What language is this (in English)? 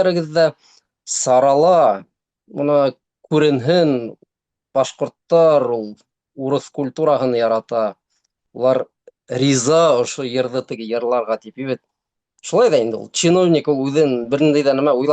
Bashkir